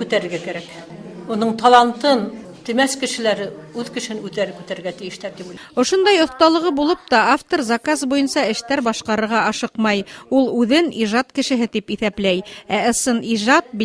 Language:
Bashkir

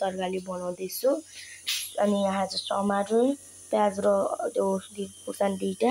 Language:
Nepali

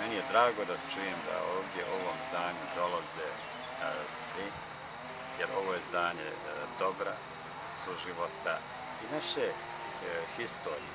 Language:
Bosnian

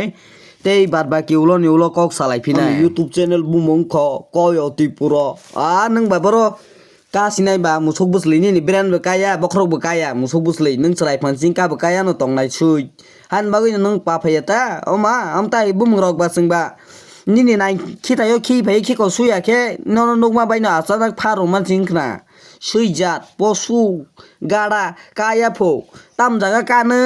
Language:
Kok Borok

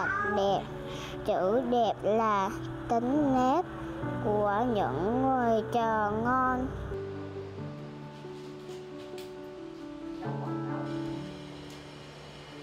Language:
Vietnamese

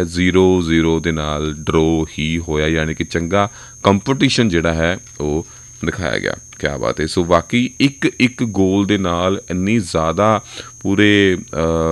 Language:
Punjabi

